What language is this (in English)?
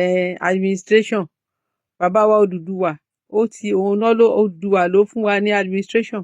Yoruba